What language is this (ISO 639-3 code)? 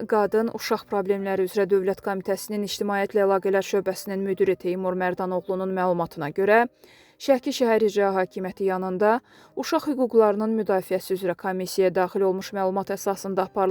aze